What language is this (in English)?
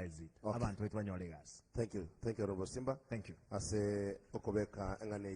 Gusii